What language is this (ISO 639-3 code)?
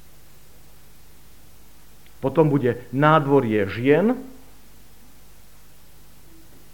slk